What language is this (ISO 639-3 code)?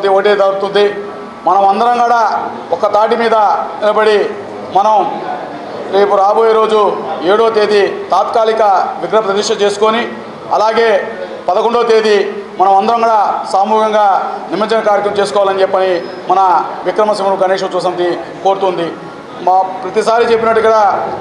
tel